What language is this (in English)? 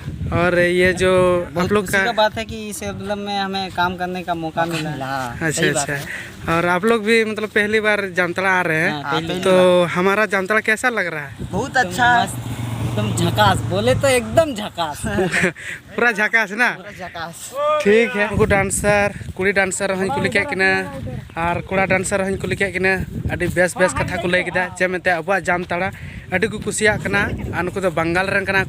Santali